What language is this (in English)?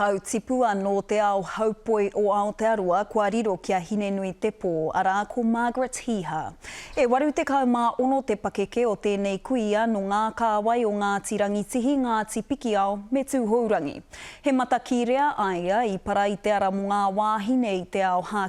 Māori